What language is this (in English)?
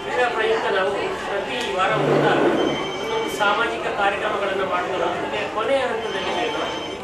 Kannada